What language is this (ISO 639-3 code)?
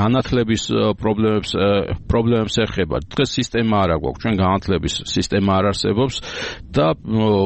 kat